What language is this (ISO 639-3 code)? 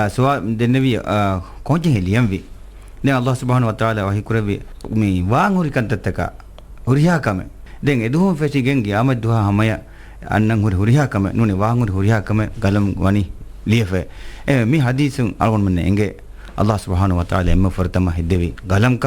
div